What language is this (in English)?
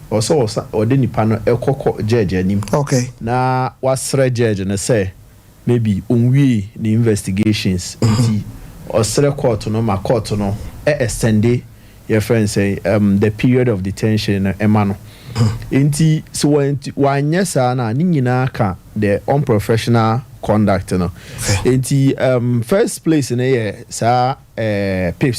Akan